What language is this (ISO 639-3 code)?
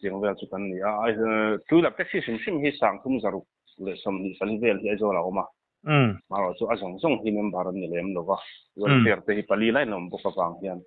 lus